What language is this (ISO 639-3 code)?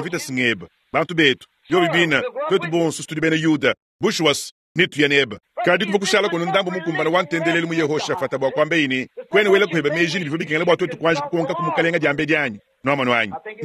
lua